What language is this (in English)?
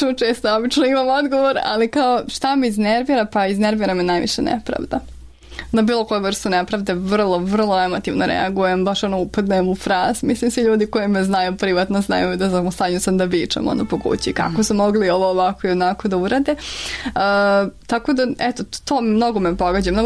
Serbian